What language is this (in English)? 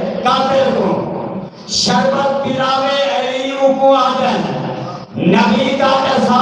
Saraiki